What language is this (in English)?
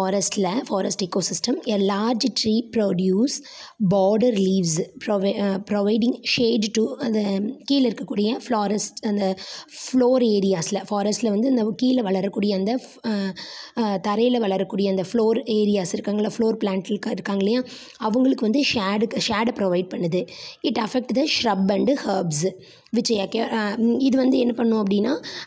Tamil